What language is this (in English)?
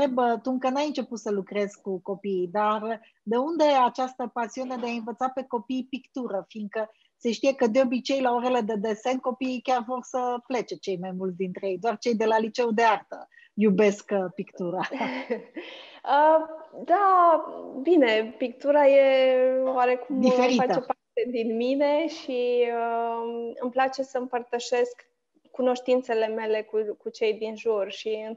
Romanian